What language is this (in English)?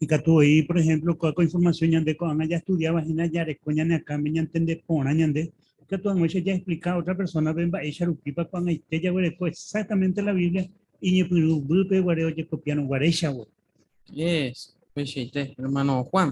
Guarani